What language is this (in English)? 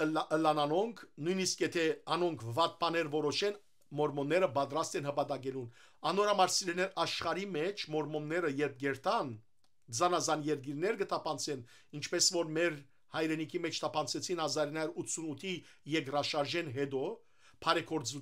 Western Armenian